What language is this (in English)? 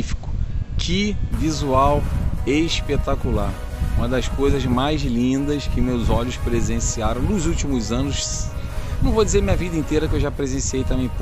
Portuguese